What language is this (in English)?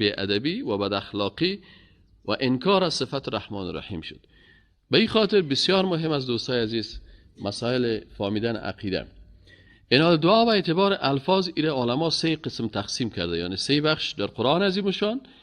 Persian